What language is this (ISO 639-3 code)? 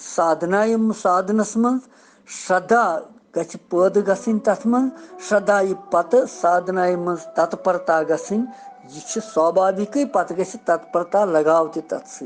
kas